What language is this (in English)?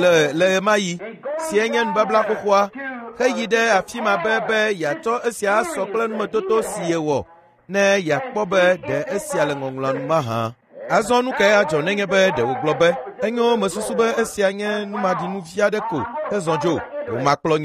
Ewe